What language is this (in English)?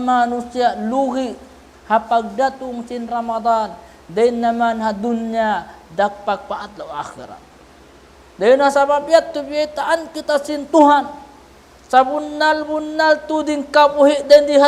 Tausug